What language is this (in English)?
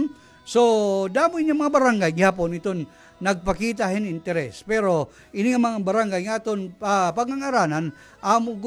Waray